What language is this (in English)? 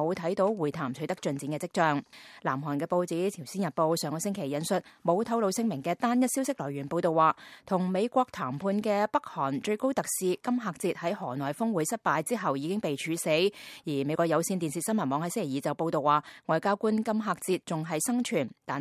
Cantonese